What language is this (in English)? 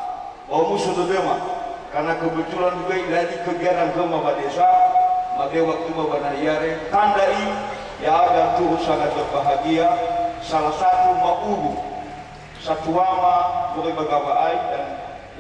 Nias